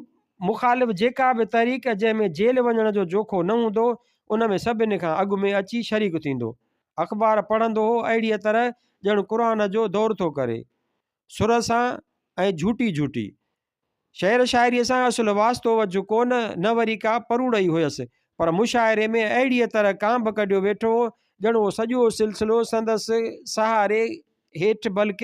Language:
Sindhi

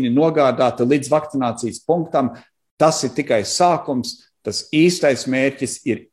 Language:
Latvian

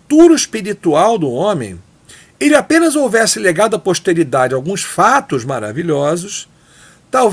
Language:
Portuguese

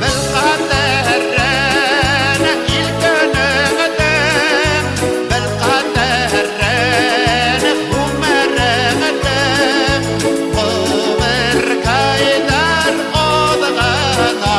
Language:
Bashkir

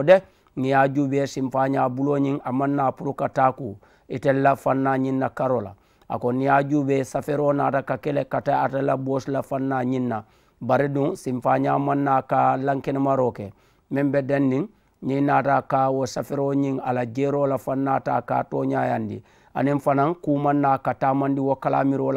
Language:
Mandingo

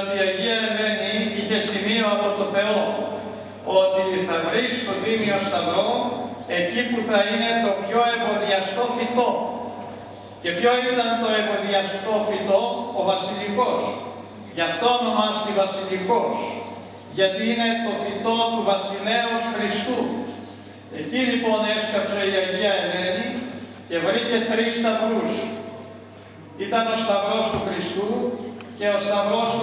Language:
Greek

